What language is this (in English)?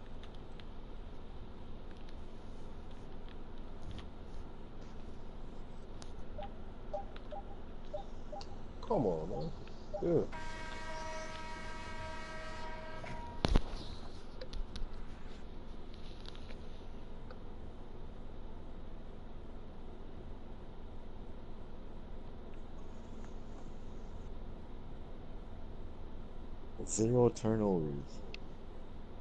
English